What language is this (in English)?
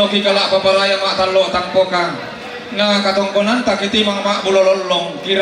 Toraja-Sa'dan